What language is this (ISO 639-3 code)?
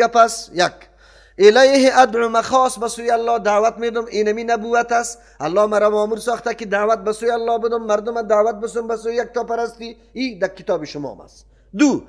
fas